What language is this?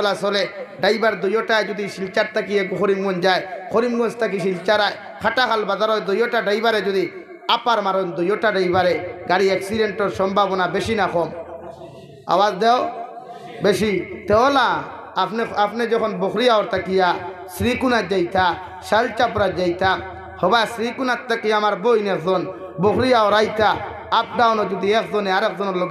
Sylheti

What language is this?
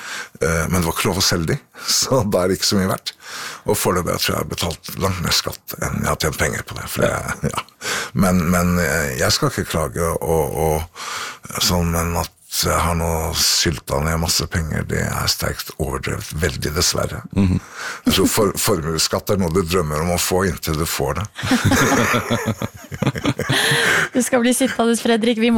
Norwegian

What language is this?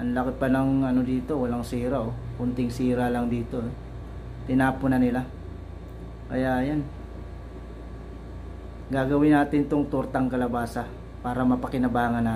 Filipino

